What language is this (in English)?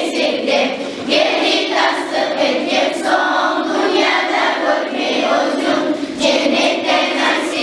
Kumyk